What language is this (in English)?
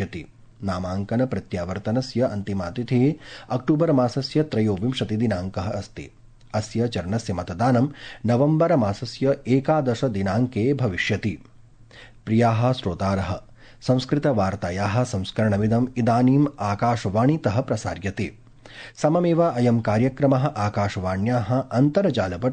Sanskrit